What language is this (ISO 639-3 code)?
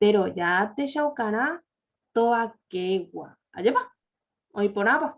grn